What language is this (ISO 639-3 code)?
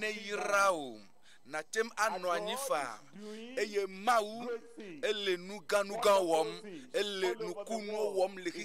ewe